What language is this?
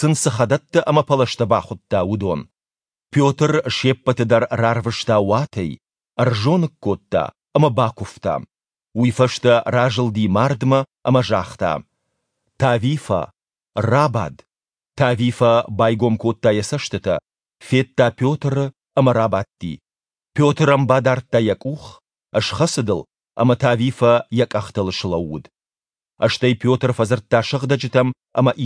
Ossetic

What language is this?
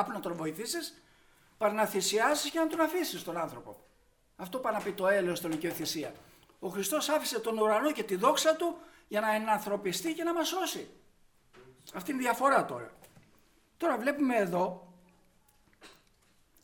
Greek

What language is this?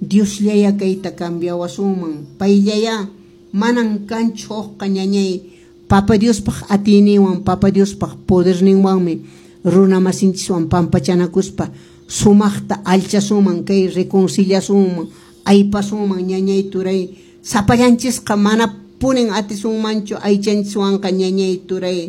Quechua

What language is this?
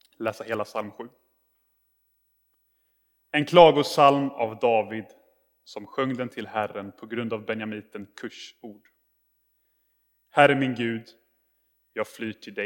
Swedish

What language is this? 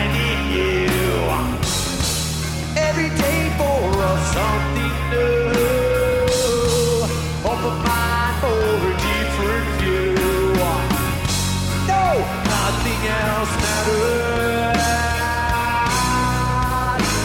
English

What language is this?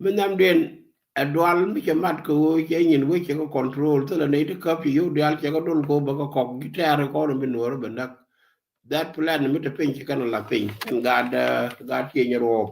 Nuer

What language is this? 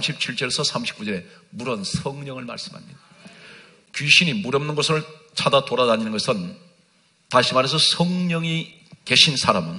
Korean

